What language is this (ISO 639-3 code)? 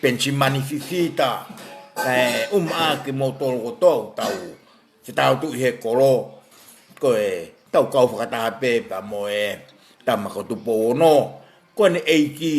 ton